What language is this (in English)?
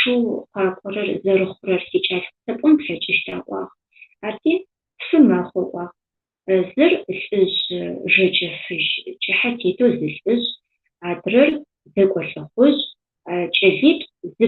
Adyghe